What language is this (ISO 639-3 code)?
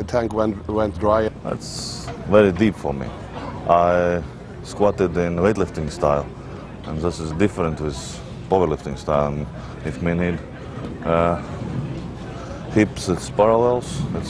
eng